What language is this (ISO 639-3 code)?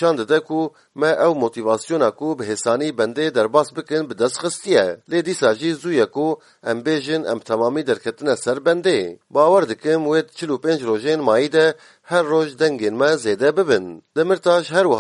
kur